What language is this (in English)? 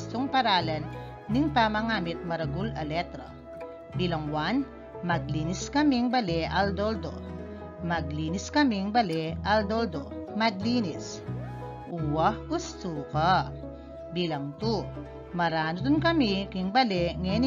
Pampanga